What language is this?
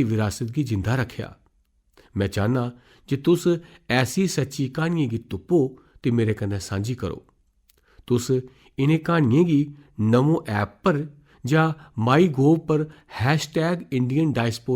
Dogri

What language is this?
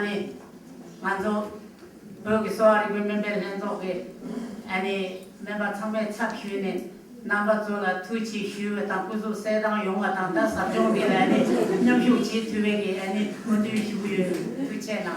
Tibetan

